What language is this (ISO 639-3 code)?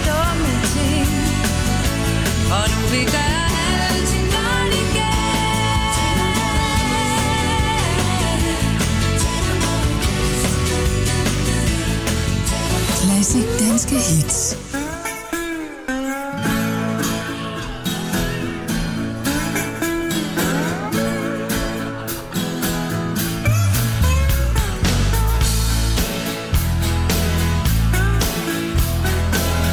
dan